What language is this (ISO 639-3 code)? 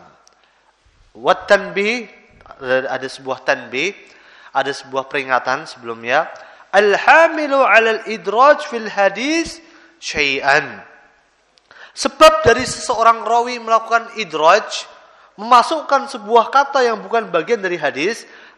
ind